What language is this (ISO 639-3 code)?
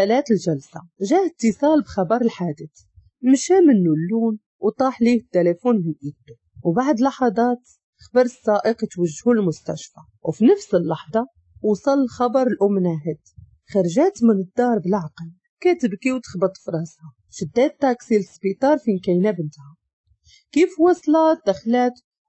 ary